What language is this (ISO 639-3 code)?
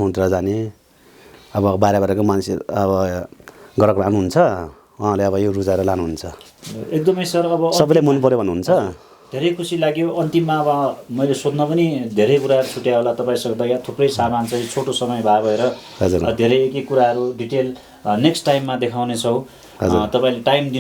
nep